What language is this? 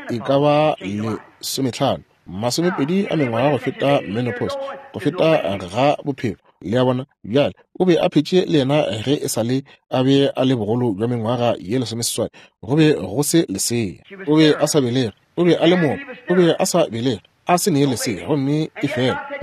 Northern Sotho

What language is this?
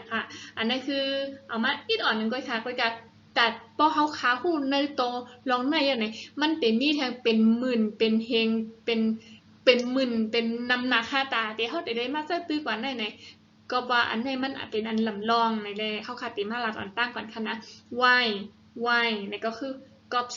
Shan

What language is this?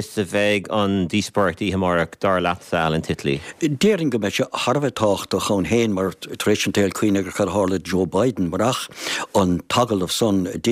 Irish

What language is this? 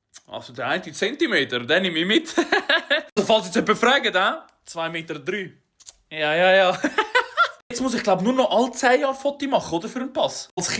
Swiss German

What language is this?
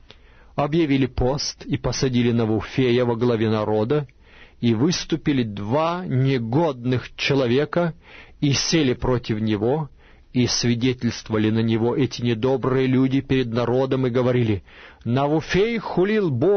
Russian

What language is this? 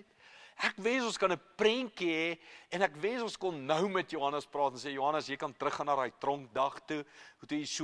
Afrikaans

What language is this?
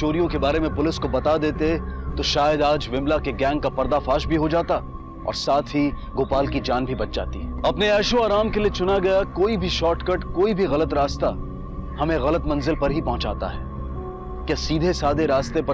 Hindi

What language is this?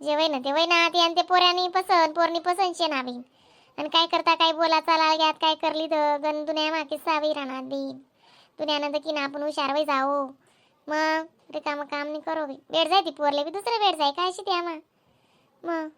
Khandesi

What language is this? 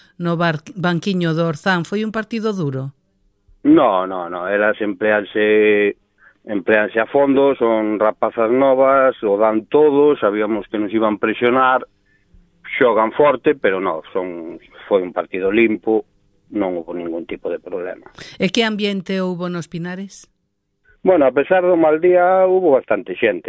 Galician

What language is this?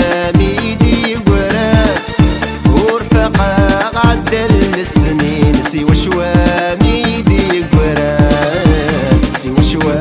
Kabyle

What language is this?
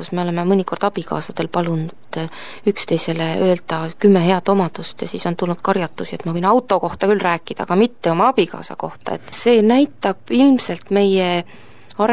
Estonian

